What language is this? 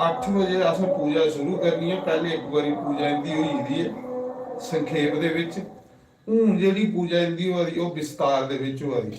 Dogri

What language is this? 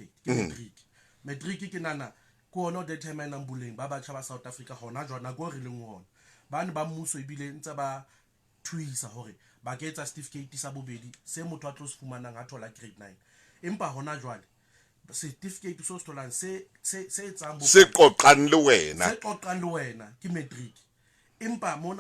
Southern Sotho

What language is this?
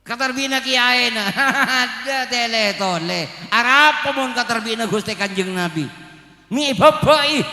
Madurese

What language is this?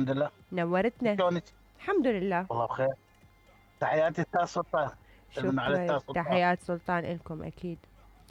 Mesopotamian Arabic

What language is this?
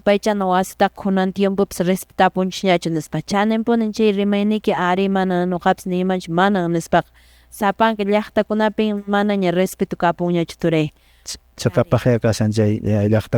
Quechua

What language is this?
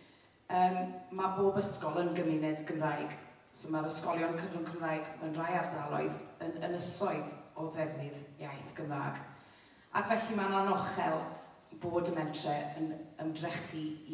Welsh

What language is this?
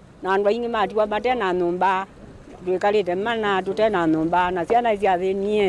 Kamba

